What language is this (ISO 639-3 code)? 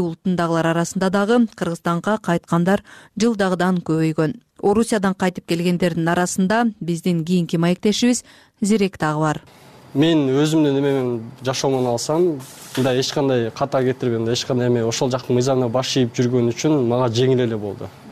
kir